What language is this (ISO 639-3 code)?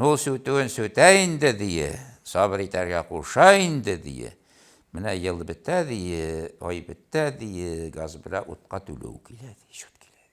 tat